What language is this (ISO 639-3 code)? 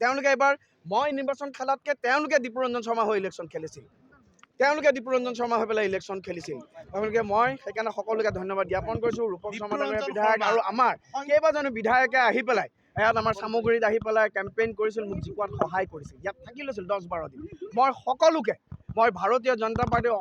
asm